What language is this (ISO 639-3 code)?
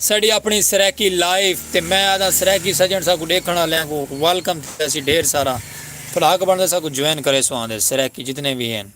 skr